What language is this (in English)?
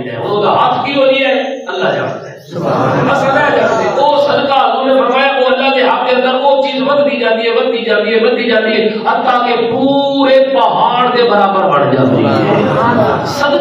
Saraiki